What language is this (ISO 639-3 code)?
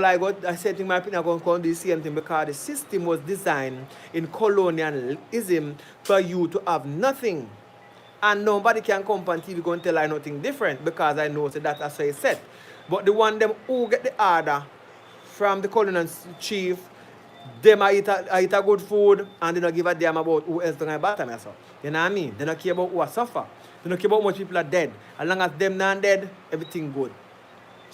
jam